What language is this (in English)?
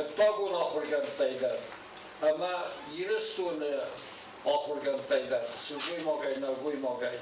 Ossetic